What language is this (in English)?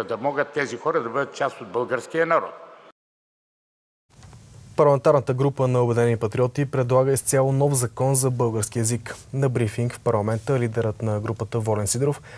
Bulgarian